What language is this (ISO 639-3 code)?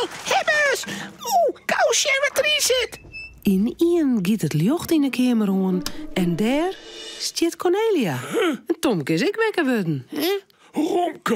fry